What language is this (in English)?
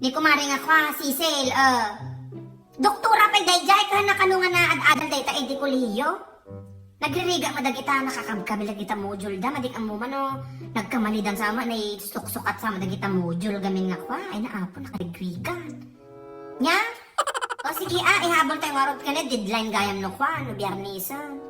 Iloko